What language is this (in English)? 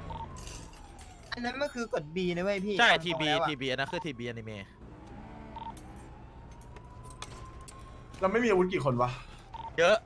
Thai